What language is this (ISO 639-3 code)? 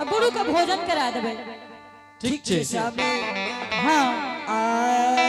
anp